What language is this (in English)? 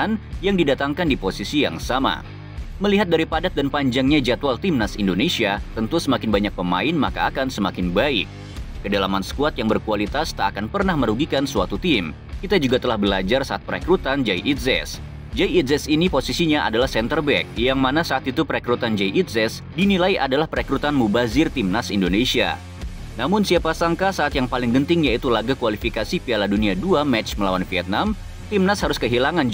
Indonesian